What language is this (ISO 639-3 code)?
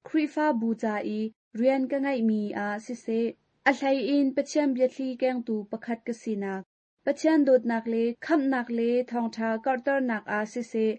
cnh